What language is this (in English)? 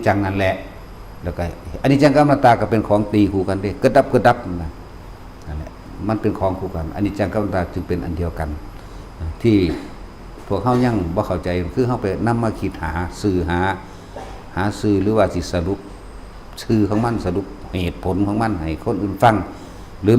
Northeastern Thai